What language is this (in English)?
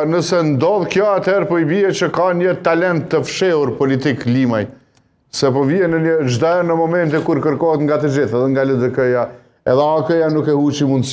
Albanian